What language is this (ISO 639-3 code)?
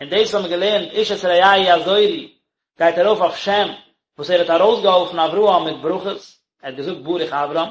yid